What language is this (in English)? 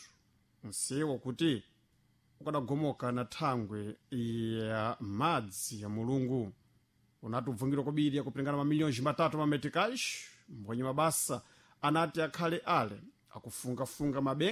Sena